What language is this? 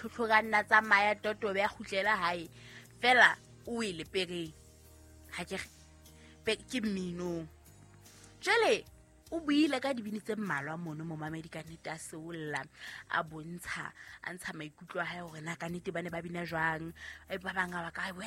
Southern Sotho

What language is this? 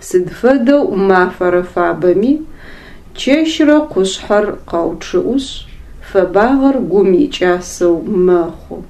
Adyghe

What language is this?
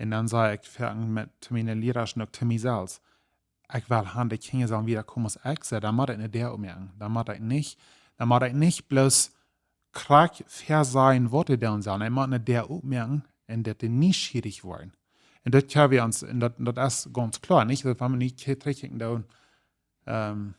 Plautdietsch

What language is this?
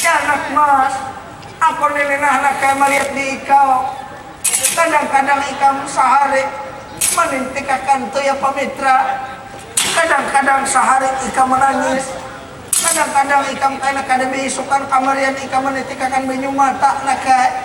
Banjar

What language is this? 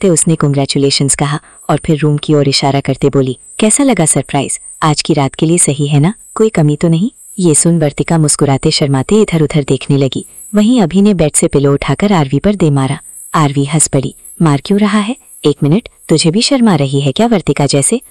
Hindi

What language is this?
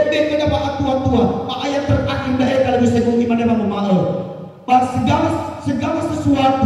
Nias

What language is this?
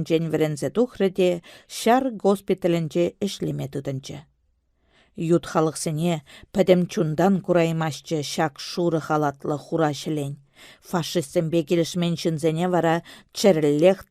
Chuvash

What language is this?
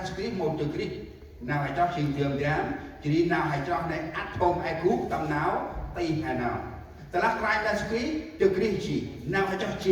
Central Mnong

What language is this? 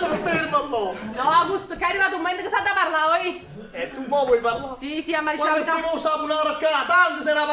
Neapolitan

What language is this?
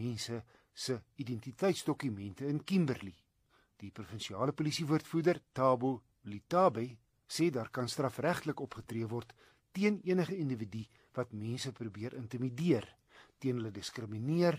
Afrikaans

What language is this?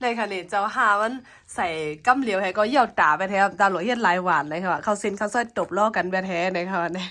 Shan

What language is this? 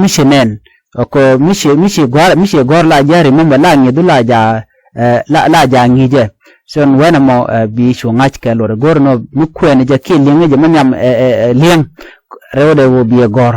Nuer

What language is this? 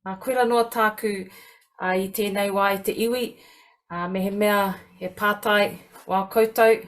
Māori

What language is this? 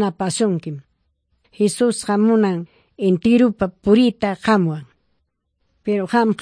Ayacucho Quechua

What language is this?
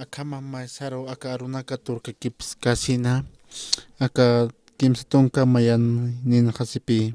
Aymara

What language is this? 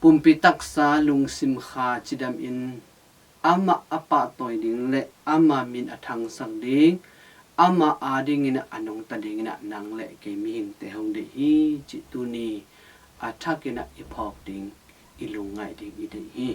Tedim Chin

